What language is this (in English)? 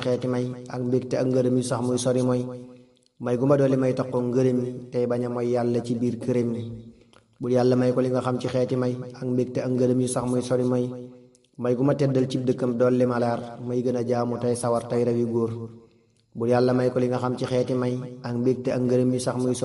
Wolof